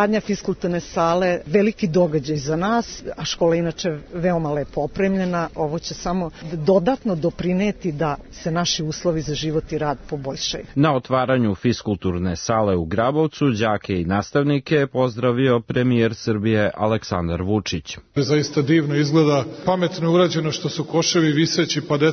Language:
Serbian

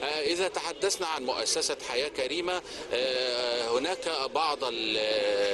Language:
Arabic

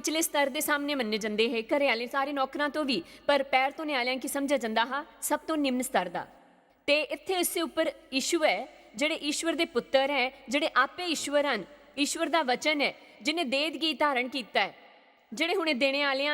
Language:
Dogri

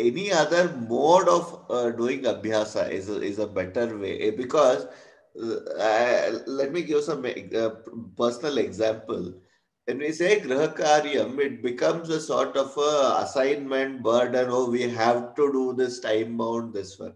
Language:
Sanskrit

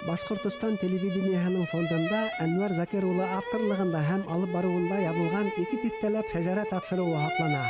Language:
Bashkir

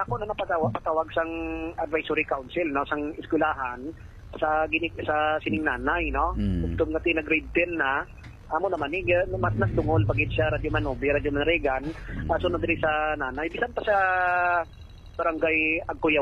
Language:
Hiligaynon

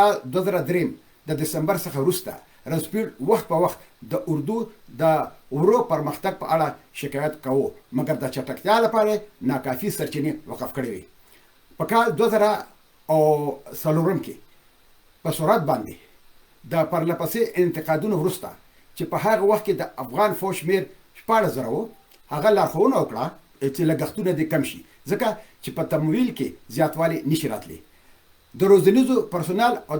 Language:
Pashto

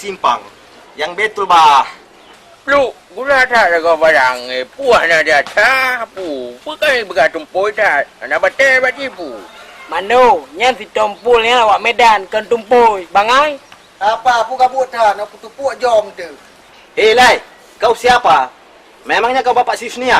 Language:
Achinese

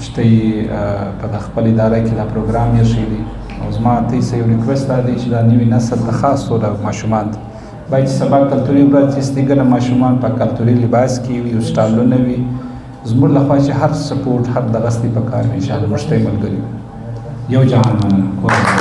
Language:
Pashto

